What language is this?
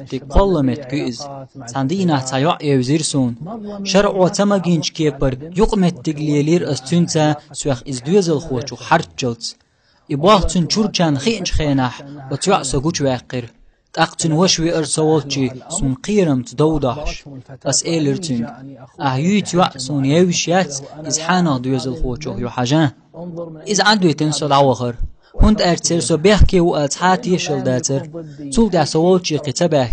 Chechen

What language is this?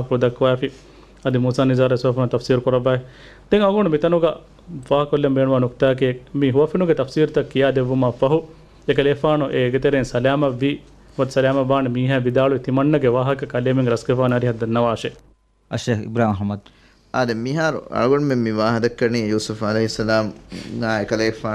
Divehi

